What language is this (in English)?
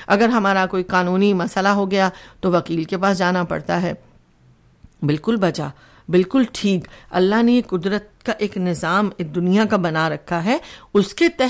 Urdu